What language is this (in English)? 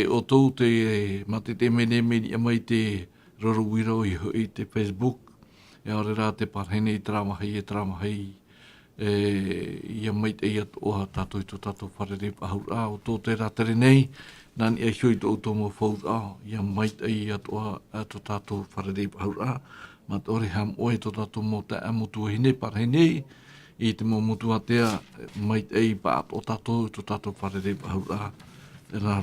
Tahitian